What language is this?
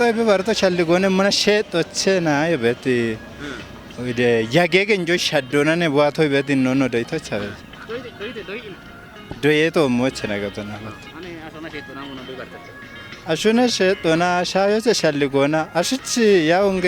Kafa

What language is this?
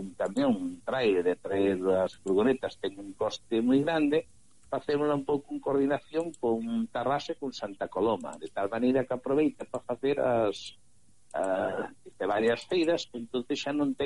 Galician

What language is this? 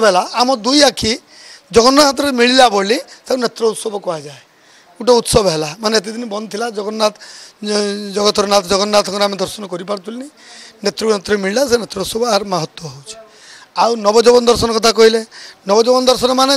Odia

